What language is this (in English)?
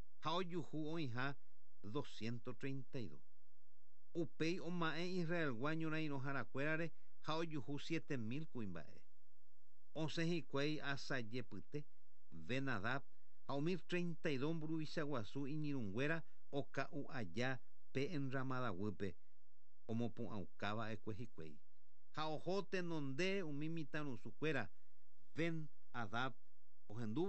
Guarani